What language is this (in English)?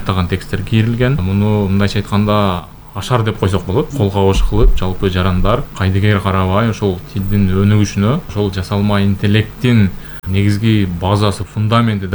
Kyrgyz